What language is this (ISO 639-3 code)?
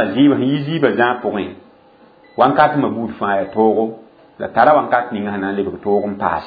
mos